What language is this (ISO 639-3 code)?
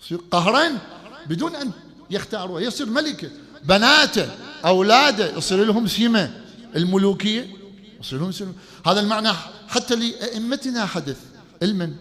acm